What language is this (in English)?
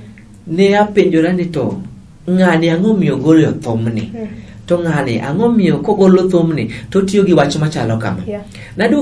Luo (Kenya and Tanzania)